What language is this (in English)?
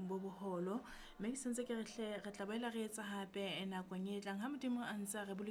Southern Sotho